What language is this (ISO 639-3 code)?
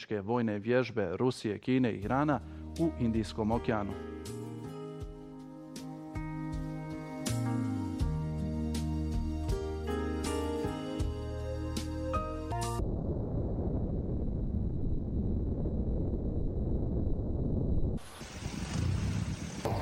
bos